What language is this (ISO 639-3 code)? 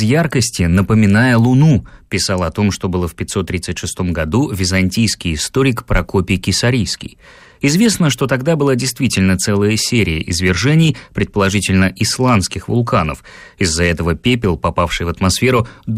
rus